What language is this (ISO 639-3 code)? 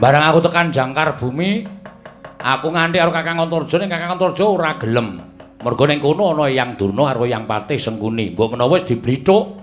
jav